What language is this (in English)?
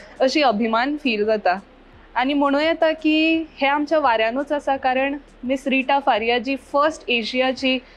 Konkani